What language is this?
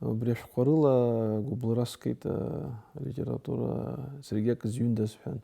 Abkhazian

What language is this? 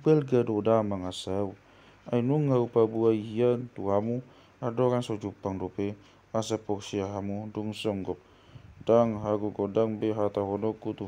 Batak Toba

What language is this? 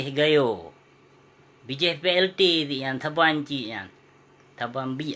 Achinese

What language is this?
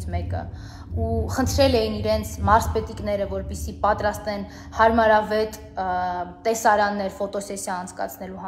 Armenian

